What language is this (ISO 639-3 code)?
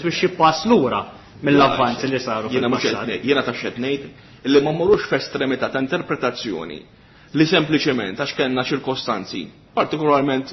mlt